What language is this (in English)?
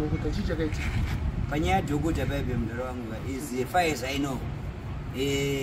Shona